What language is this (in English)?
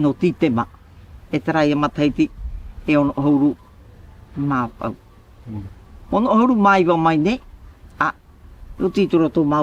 Tahitian